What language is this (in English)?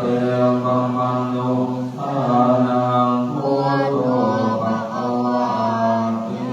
Pali